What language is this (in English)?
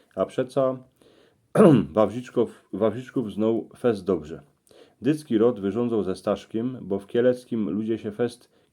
Silesian